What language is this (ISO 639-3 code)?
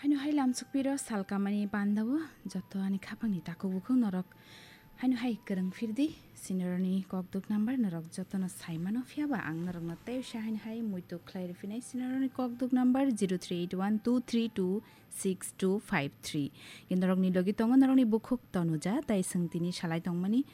trp